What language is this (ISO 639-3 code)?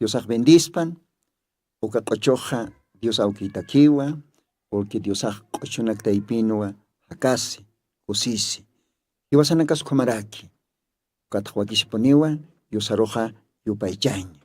aym